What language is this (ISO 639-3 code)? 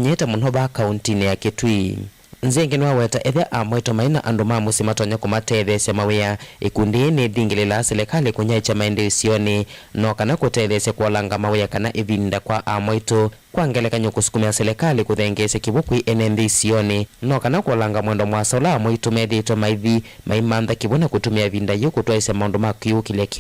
kam